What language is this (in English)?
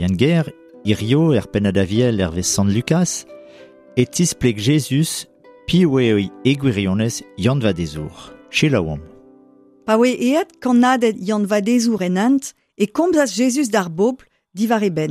Breton